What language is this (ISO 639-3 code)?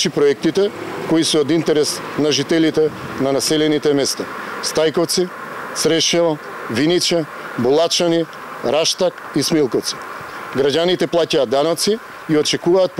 mkd